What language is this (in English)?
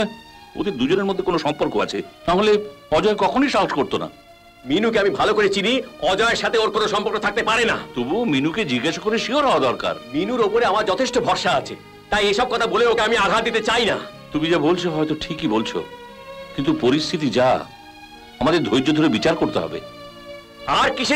Bangla